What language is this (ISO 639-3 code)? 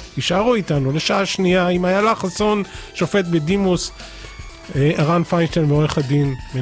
heb